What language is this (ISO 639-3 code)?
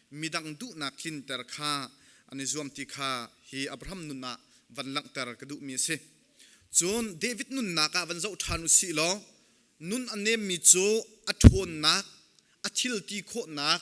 cnh